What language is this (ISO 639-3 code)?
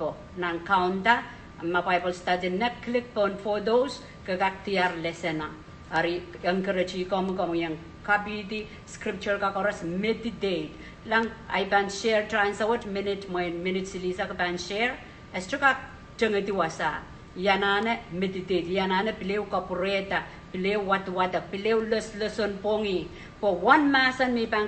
pon